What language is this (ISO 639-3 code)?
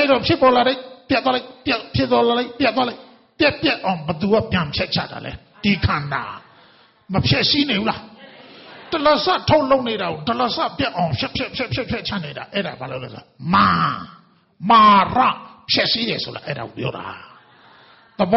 mya